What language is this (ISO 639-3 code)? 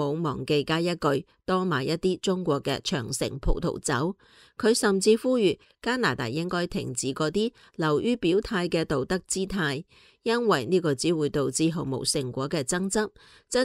yue